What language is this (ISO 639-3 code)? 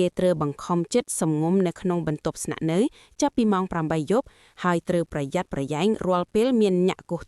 khm